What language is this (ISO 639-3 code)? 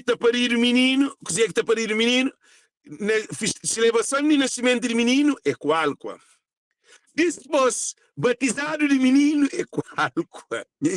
kea